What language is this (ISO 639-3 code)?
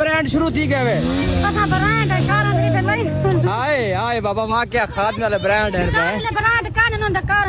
skr